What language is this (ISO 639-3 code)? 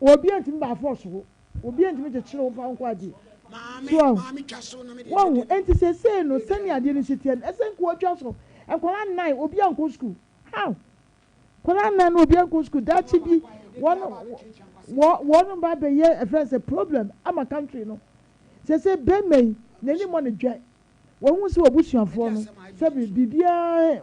aka